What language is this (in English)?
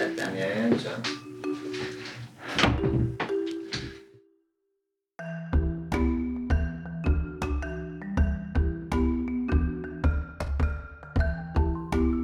Hungarian